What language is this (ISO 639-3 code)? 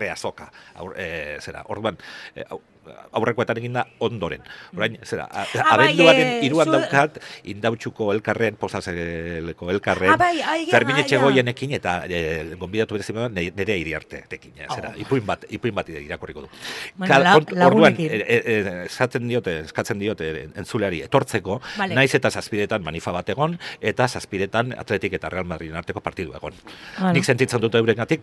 eus